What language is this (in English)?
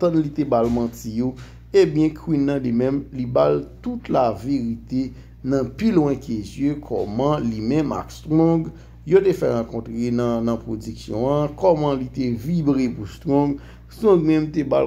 Haitian Creole